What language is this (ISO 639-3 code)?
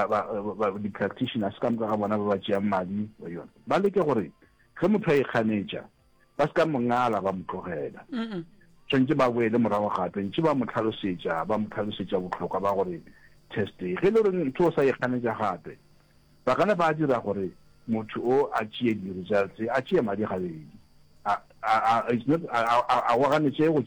nso